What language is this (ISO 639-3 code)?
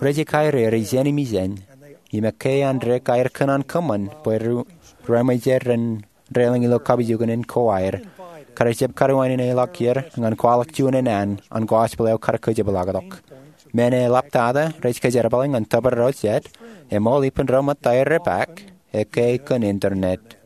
mah